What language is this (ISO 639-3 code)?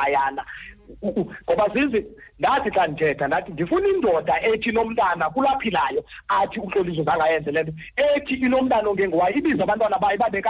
xho